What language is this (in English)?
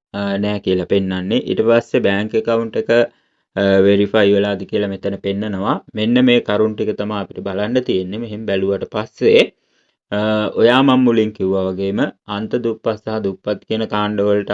Sinhala